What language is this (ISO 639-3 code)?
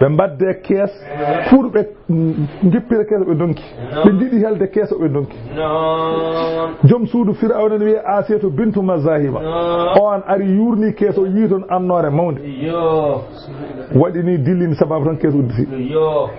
ful